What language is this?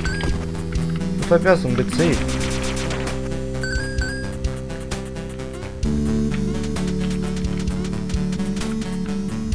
Russian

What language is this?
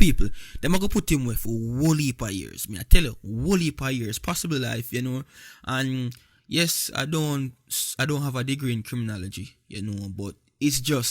Jamaican Creole English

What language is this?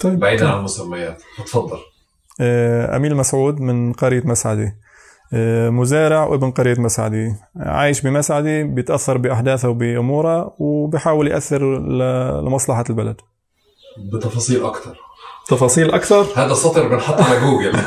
North Levantine Arabic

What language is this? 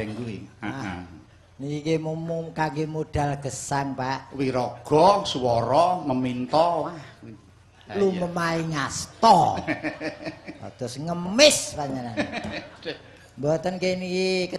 Javanese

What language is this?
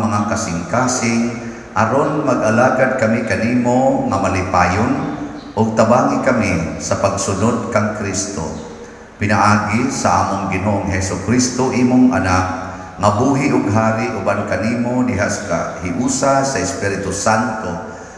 Cebuano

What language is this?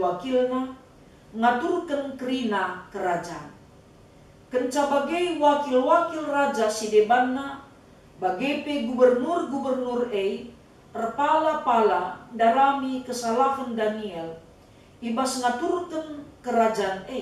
Batak Karo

